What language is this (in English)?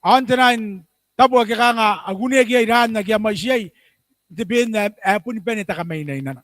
Gilbertese